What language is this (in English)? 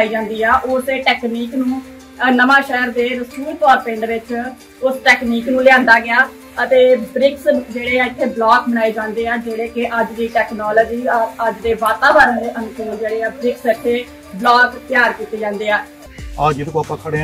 Punjabi